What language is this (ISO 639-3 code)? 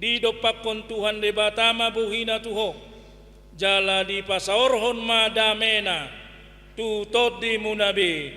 bbc